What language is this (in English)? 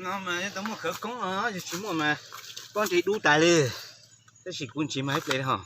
Hmong